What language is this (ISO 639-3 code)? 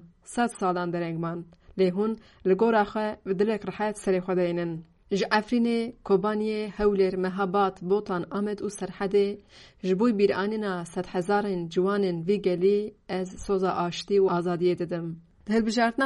kur